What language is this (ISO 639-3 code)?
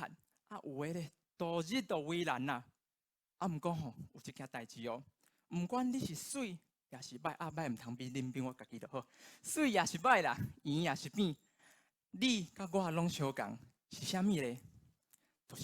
nan